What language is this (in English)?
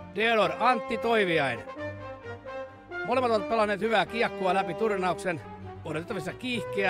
Finnish